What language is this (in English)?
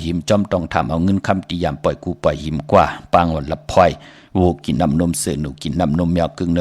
Shan